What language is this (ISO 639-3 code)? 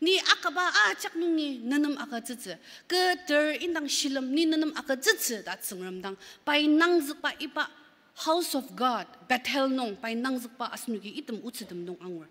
njo